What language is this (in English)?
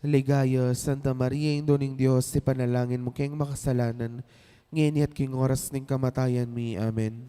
Pampanga